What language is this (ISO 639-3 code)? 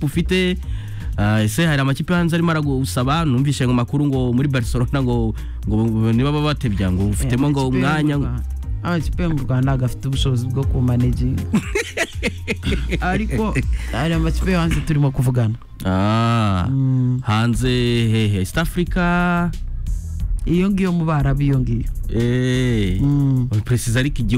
kin